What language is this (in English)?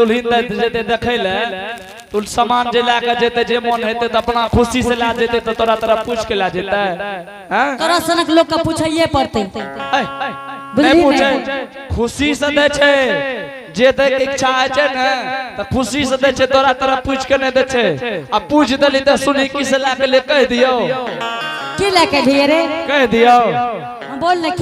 Angika